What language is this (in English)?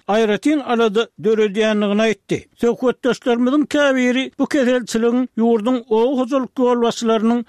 Turkmen